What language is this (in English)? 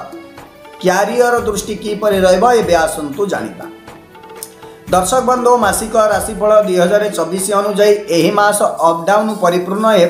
Odia